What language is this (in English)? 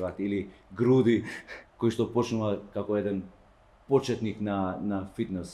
Macedonian